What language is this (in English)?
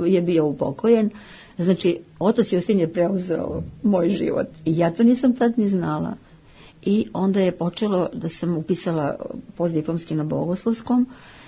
Serbian